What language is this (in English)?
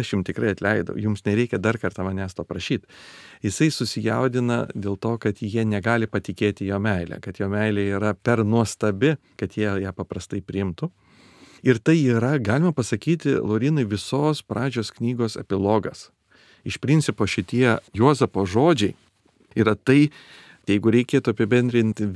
Lithuanian